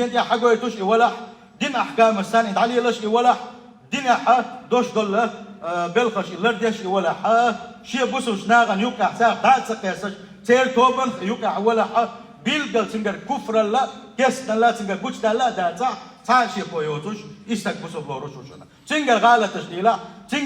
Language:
Chechen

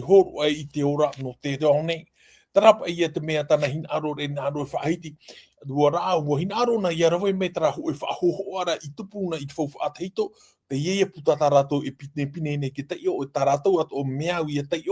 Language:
Tahitian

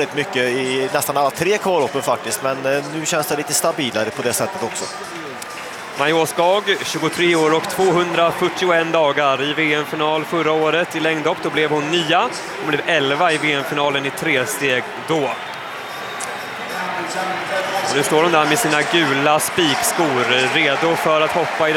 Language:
Swedish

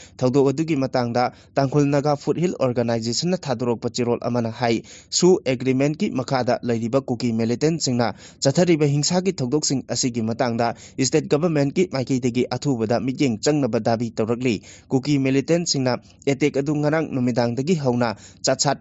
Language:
Manipuri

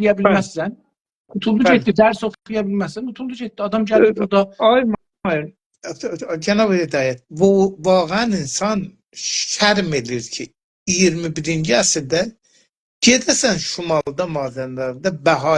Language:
South Azerbaijani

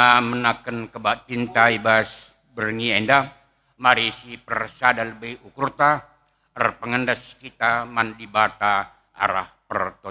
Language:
Batak Karo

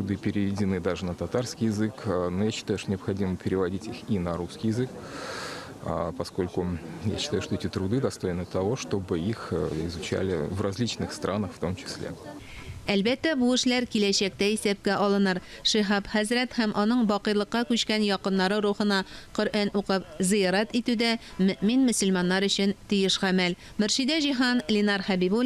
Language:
Tatar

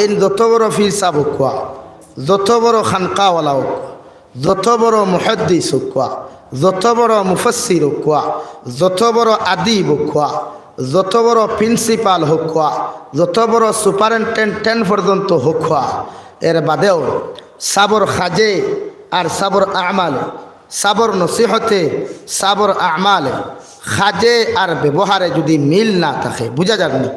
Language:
Sylheti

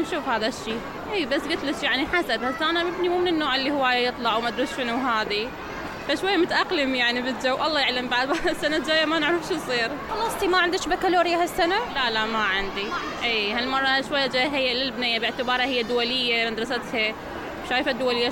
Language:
Mesopotamian Arabic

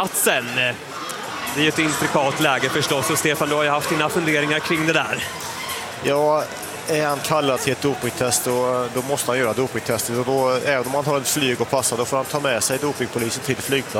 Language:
Swedish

